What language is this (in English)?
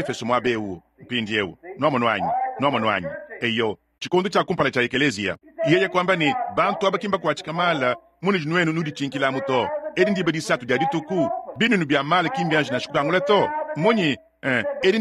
Luba-Lulua